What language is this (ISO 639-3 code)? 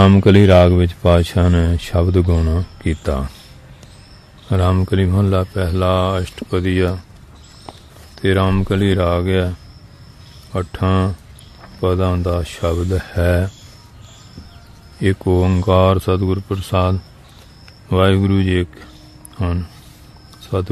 pan